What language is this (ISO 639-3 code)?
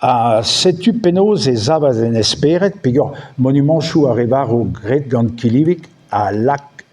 bre